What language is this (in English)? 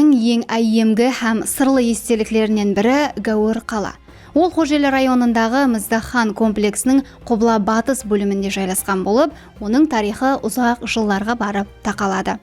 Kara-Kalpak